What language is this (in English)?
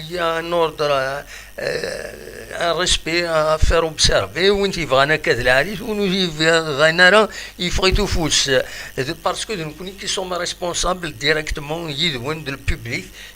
Kabyle